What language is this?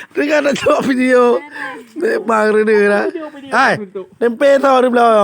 Achinese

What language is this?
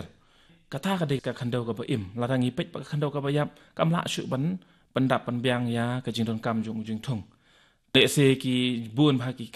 Khasi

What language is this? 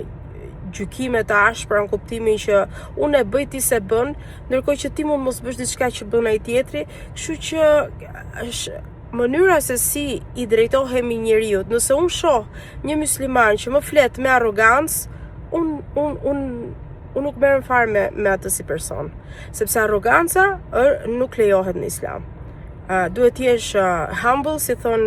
Albanian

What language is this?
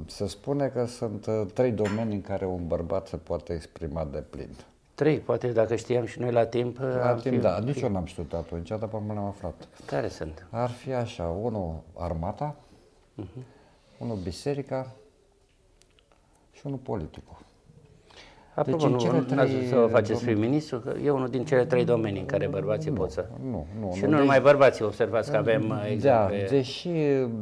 Romanian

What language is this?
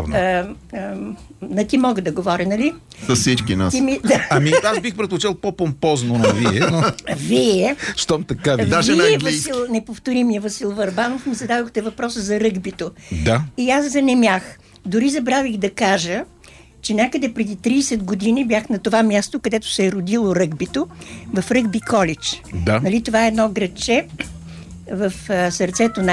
Bulgarian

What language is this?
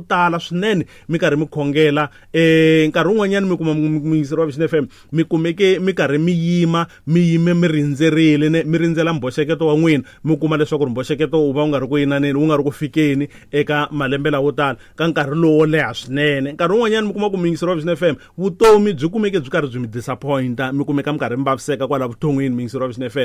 Tsonga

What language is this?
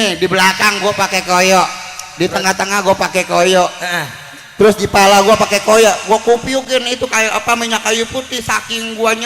Betawi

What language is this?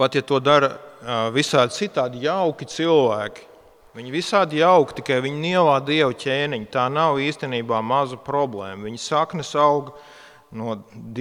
Latvian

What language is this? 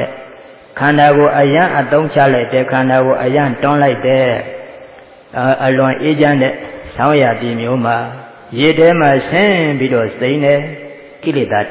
Burmese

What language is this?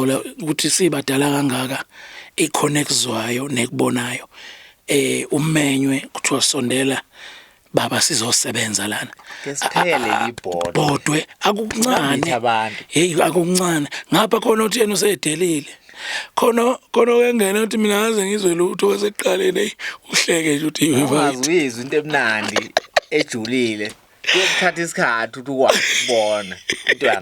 Zulu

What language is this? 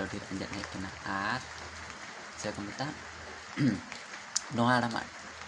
Santali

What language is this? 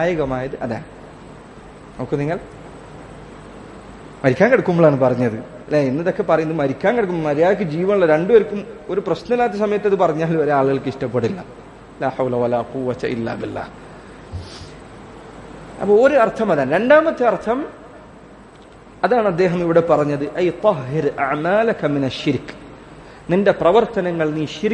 Malayalam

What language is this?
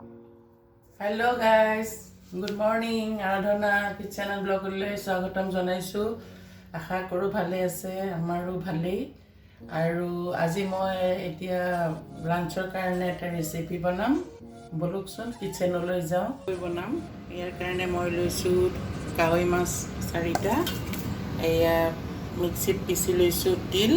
Assamese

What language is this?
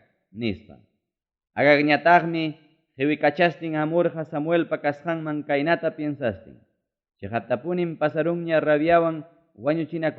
Ayacucho Quechua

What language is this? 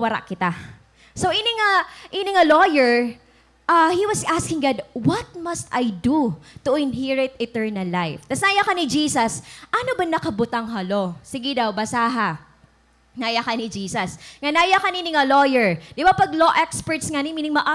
Waray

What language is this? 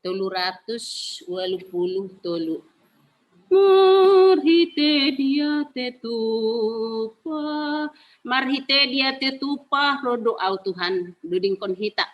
Batak Simalungun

